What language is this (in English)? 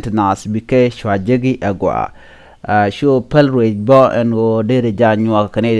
Nuer